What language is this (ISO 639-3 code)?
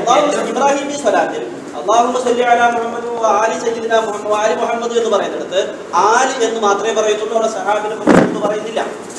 mal